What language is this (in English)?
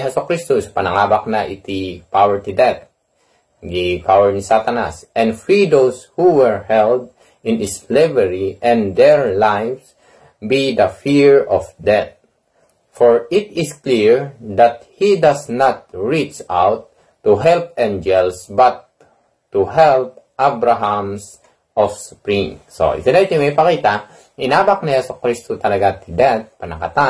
Iloko